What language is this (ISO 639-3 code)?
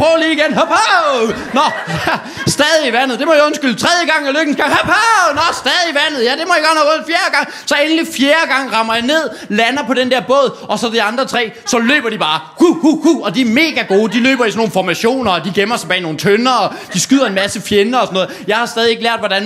dan